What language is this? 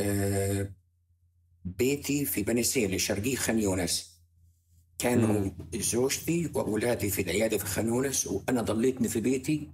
North Levantine Arabic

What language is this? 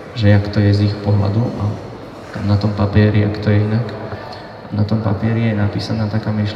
Slovak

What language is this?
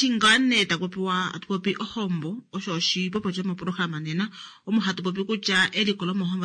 Kuanyama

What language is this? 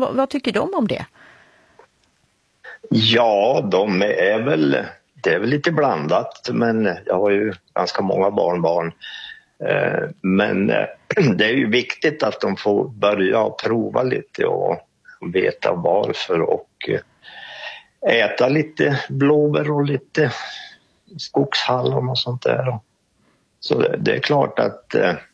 Swedish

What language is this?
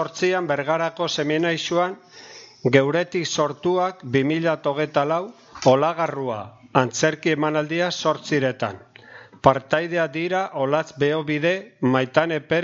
Basque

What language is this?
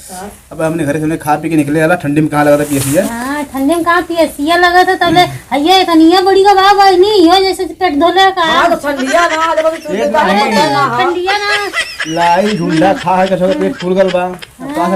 Awadhi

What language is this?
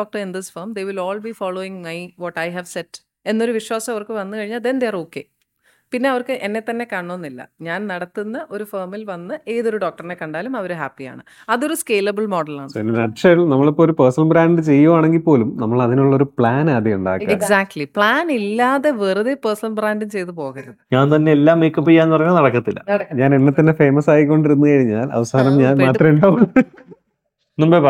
Malayalam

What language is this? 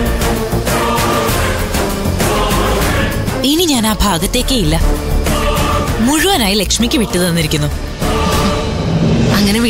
Malayalam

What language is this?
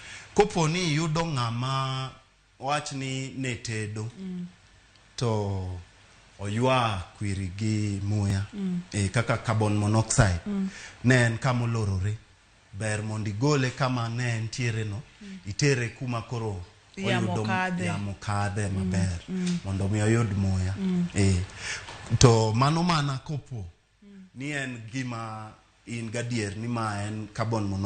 Luo (Kenya and Tanzania)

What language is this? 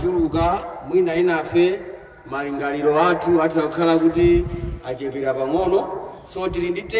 Nyanja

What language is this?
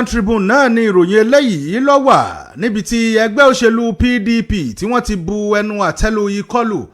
Yoruba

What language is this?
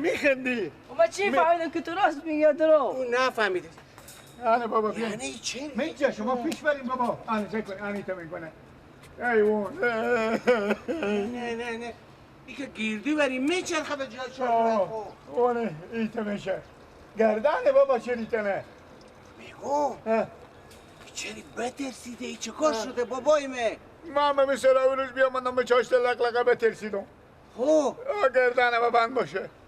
Persian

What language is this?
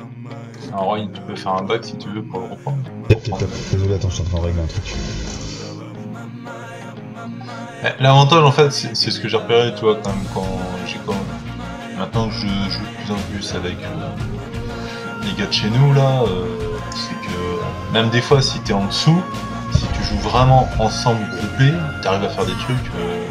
French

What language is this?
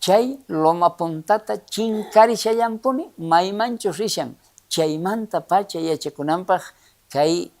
South Bolivian Quechua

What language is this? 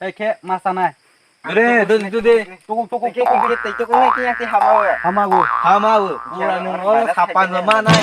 Kok Borok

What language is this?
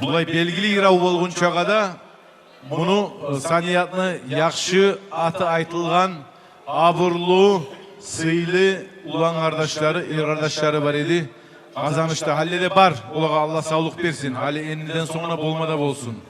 Kumyk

